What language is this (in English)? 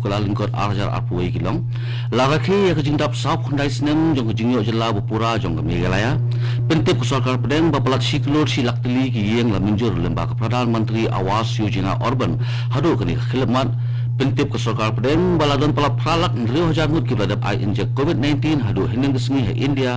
Khasi